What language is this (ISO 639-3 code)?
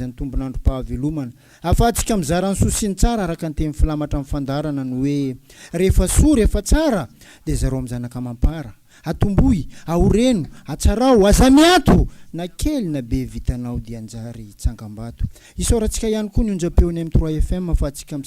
mlg